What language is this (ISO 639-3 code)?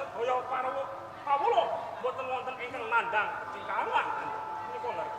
jav